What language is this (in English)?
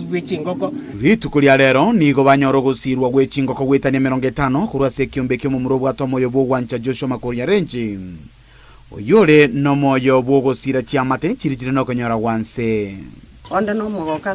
Gusii